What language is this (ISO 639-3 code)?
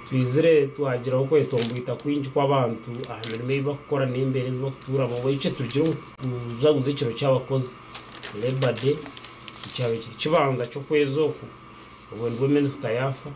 nyn